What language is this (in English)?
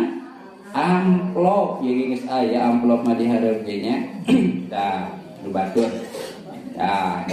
Sundanese